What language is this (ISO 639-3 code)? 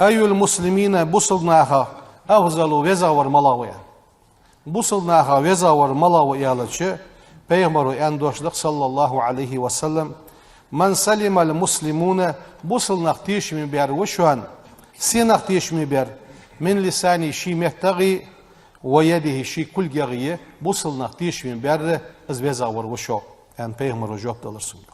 inh